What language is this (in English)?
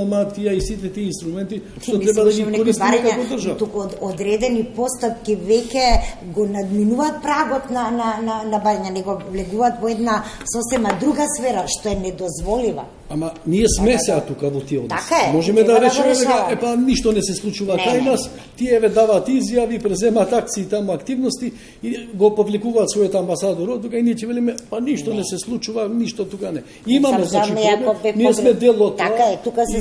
Macedonian